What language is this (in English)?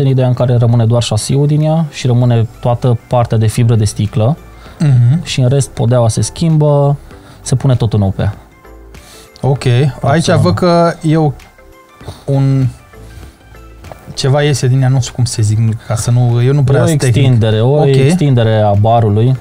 Romanian